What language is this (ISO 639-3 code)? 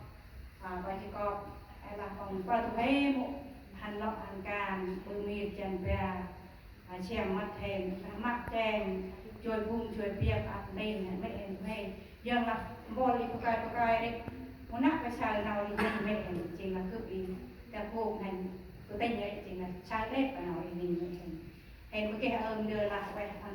cmo